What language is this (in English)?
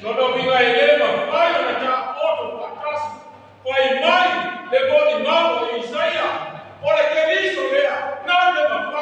Samoan